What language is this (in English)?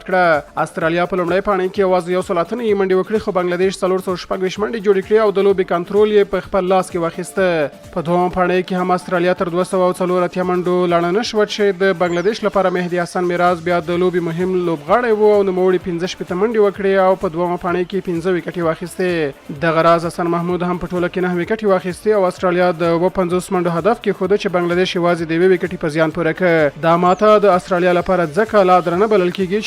Pashto